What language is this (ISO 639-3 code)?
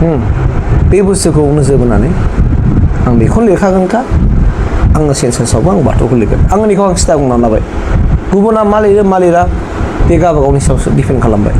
brx